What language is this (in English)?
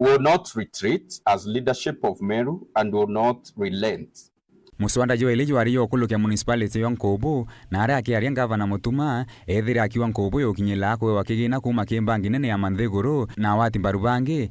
Meru